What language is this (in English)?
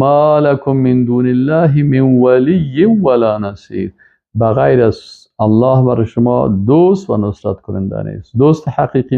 Persian